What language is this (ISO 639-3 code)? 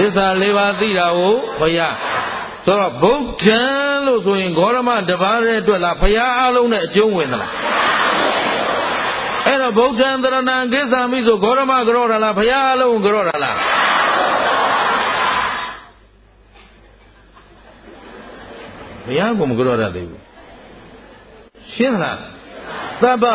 mya